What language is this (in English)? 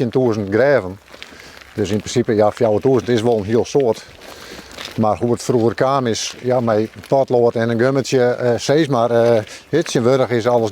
Western Frisian